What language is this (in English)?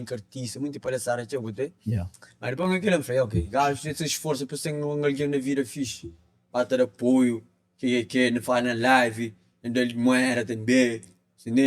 Kabuverdianu